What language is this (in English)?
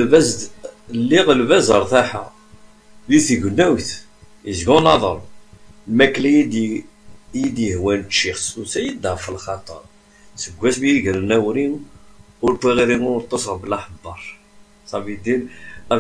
Kabyle